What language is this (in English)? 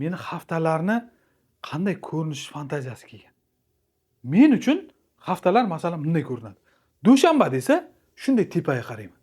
Uzbek